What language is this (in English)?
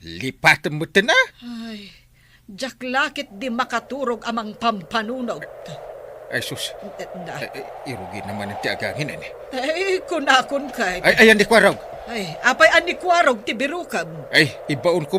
Iloko